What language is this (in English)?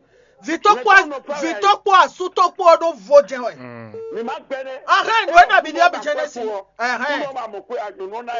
Fon